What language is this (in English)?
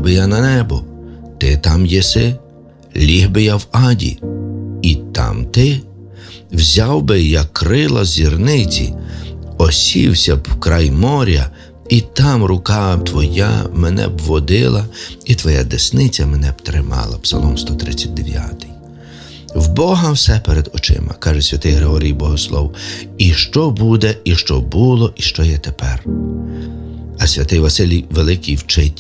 Ukrainian